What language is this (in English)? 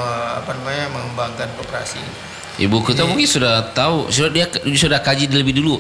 Indonesian